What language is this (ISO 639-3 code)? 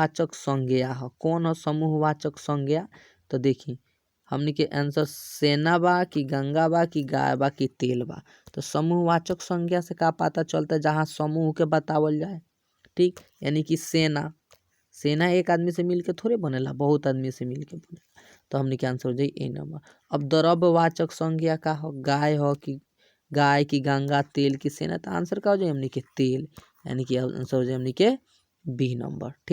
bho